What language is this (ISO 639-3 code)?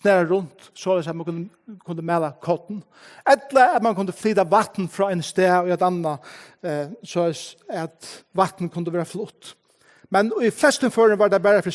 fao